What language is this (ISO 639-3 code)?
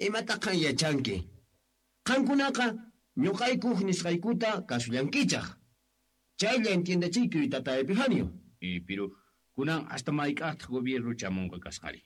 quh